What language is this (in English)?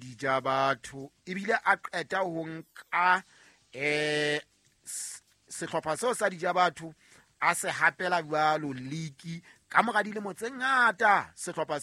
Southern Sotho